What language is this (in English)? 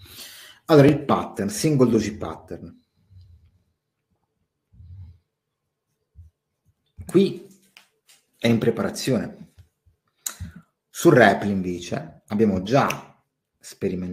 Italian